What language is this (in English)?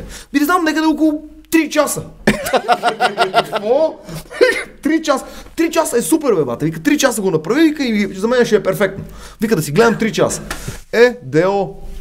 Bulgarian